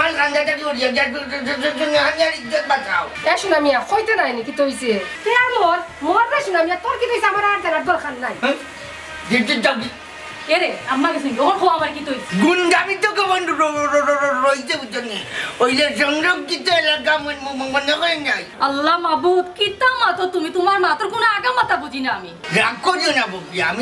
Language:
Sylheti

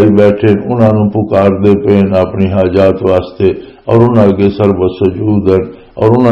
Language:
Western Panjabi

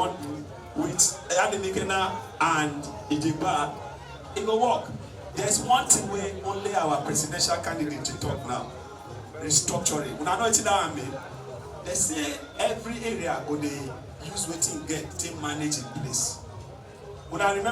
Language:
Nigerian Pidgin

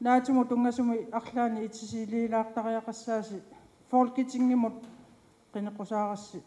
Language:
Kalaallisut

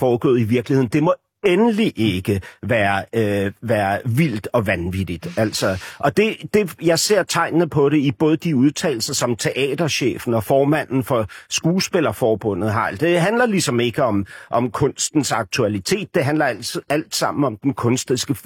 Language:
Danish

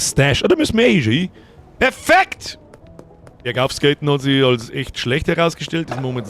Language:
Bavarian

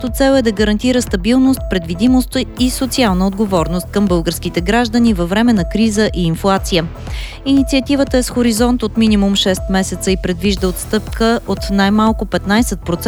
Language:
Bulgarian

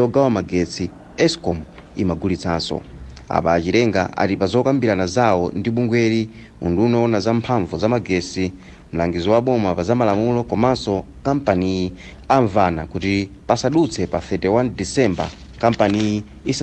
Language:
Nyanja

